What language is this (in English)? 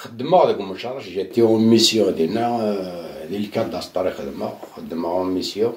Kabyle